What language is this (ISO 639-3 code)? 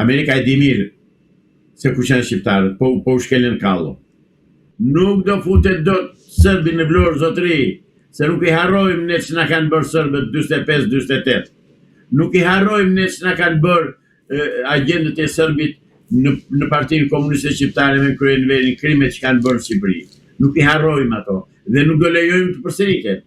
sqi